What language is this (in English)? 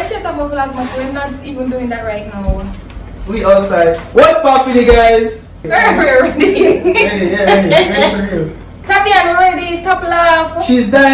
Jamaican Creole English